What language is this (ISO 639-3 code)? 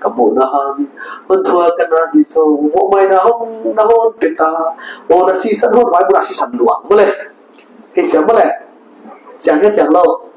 pck